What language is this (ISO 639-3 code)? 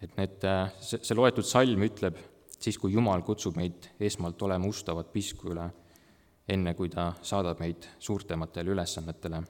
est